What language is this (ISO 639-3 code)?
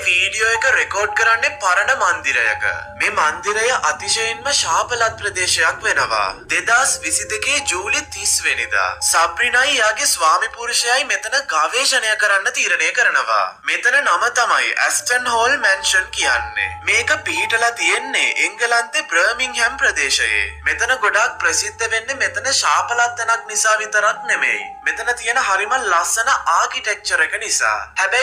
sin